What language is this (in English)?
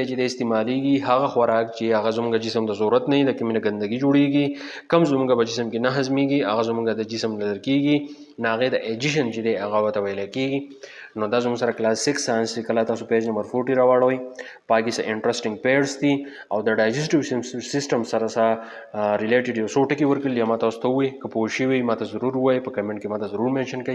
Pashto